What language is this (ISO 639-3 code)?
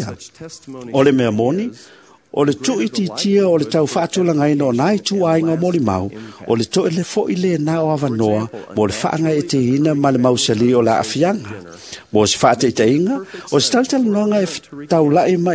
smo